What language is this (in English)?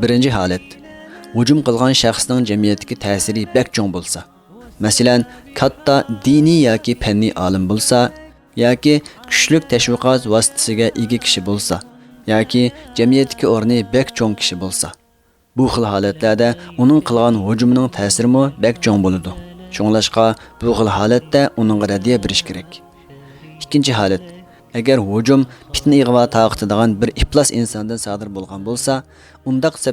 Uyghur